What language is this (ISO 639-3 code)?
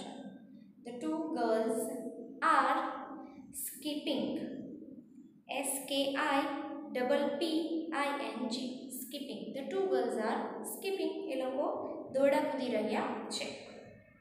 guj